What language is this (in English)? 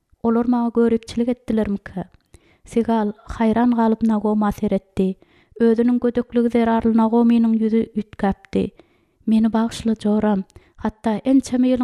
Turkmen